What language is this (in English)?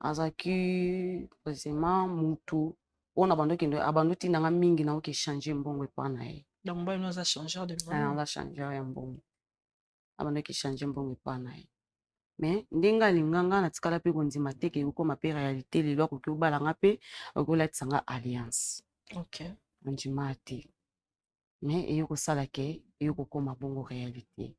Lingala